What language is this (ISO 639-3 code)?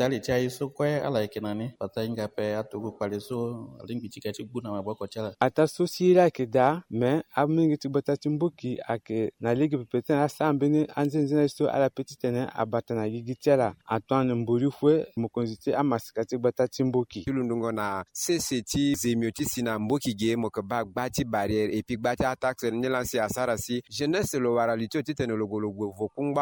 sag